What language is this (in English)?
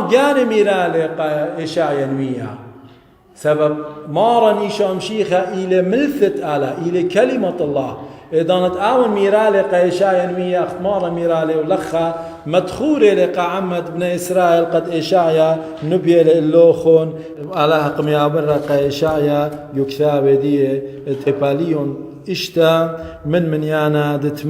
Assyrian Neo-Aramaic